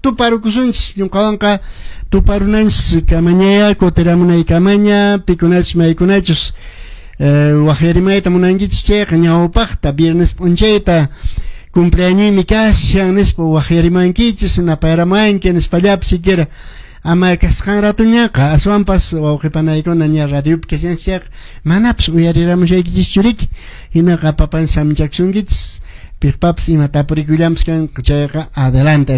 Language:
Quechua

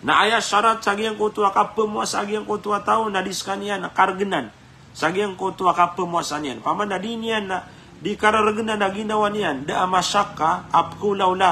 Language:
Maranao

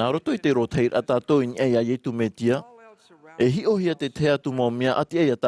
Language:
Tahitian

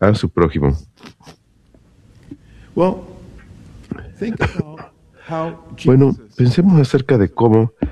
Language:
Spanish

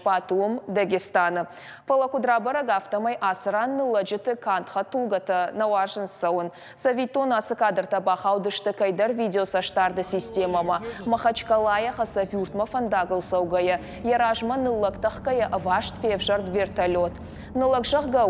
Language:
Ossetic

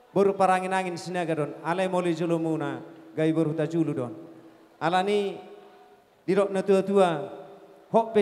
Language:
Batak Toba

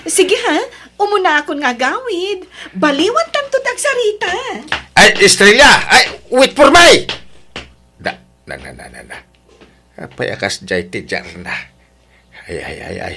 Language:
Iloko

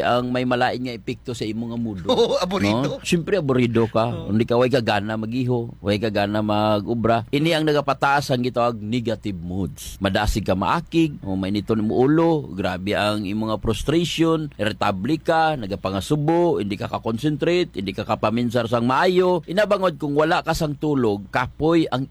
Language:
Hiligaynon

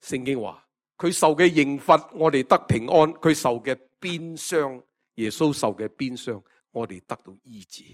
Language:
Cantonese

